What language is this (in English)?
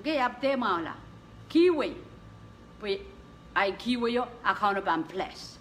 Pohnpeian